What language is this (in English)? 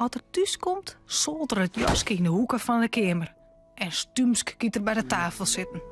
Western Frisian